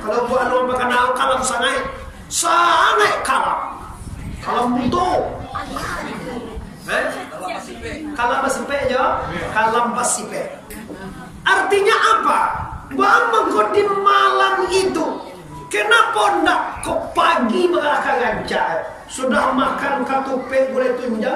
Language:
Minangkabau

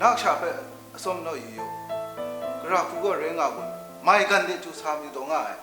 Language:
Kachin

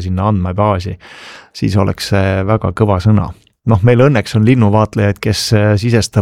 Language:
Estonian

